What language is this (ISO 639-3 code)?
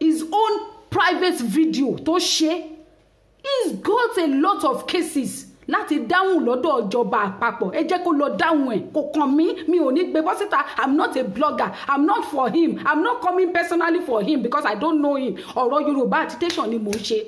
yor